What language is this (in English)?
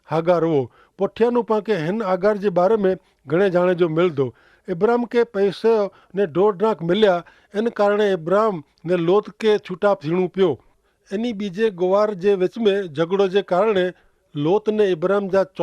Kachhi